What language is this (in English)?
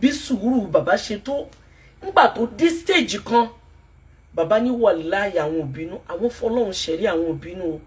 Yoruba